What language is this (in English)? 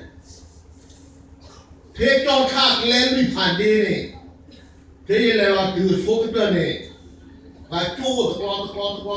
S'gaw Karen